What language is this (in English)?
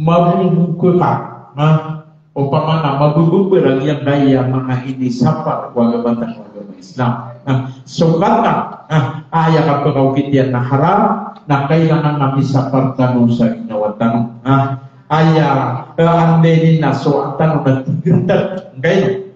Maranao